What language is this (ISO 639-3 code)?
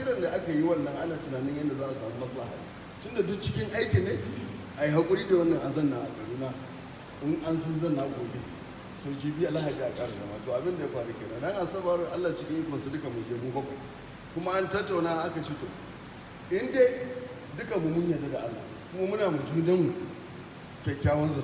hau